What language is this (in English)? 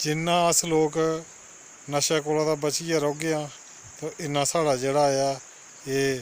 Dogri